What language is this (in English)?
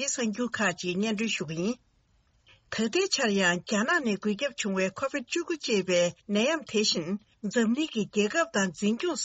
Tibetan